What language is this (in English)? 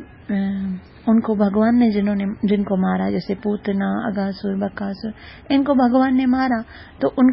Hindi